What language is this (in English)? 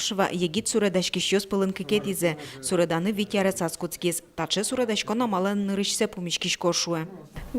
Udmurt